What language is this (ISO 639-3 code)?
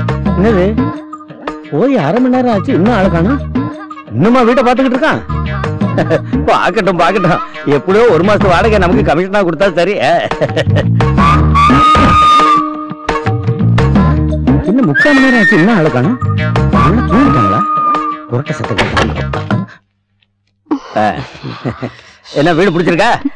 tam